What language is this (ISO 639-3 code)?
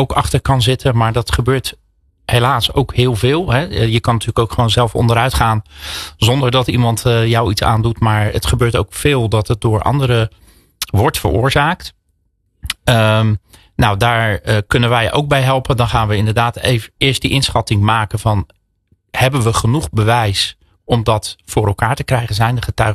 nld